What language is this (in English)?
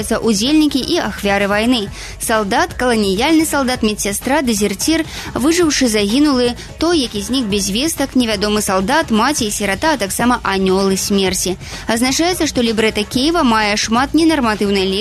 Belarusian